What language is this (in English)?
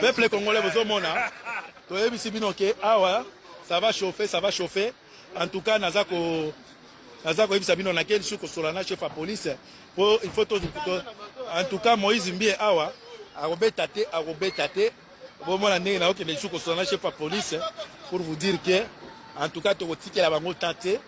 Lingala